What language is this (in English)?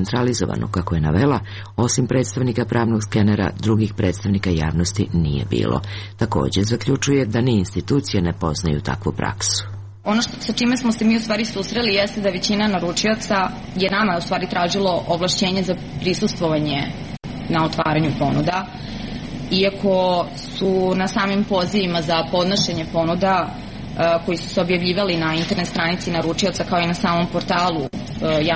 Serbian